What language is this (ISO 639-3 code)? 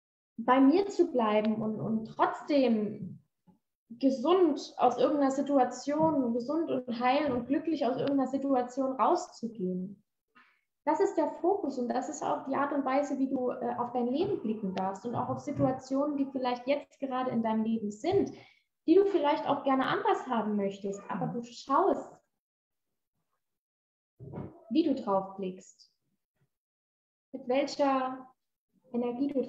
deu